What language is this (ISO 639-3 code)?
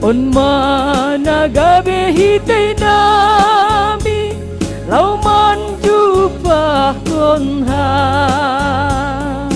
bts